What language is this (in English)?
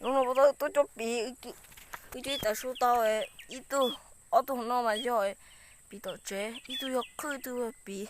Hmong